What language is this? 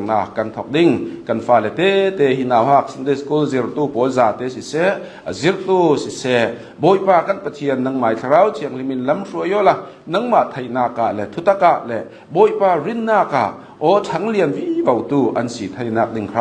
Hakha Chin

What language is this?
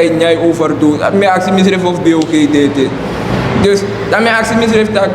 Sranan Tongo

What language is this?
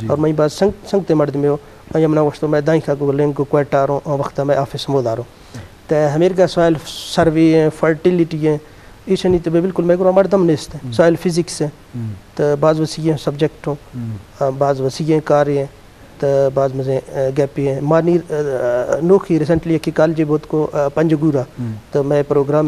Eastern Balochi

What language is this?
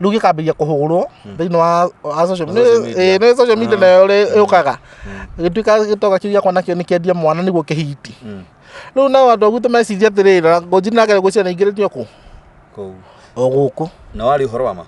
Kikuyu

